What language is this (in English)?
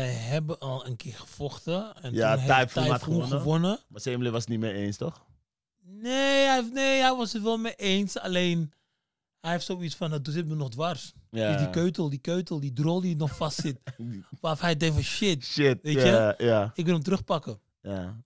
Dutch